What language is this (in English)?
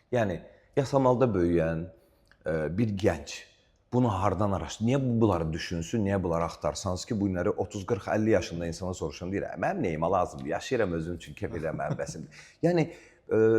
Azerbaijani